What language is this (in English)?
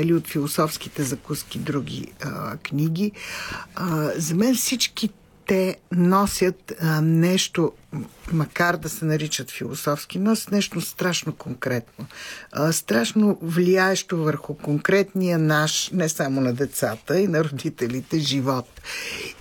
Bulgarian